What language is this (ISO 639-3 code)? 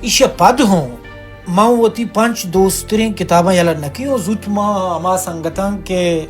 bal